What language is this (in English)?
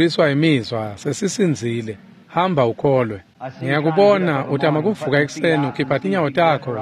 Swati